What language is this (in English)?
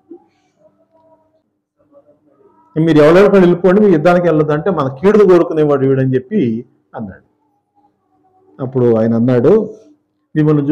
Telugu